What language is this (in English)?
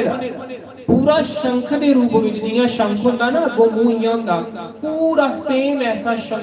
Dogri